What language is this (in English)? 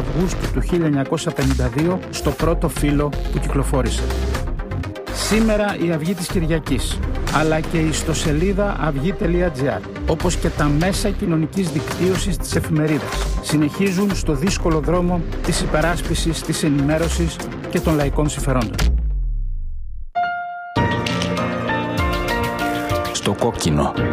Greek